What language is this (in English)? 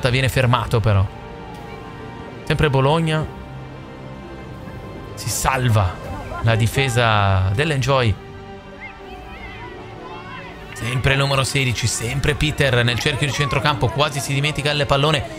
Italian